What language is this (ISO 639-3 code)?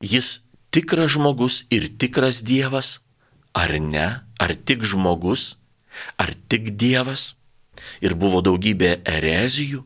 lit